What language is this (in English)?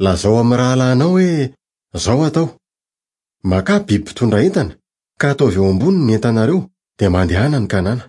Malagasy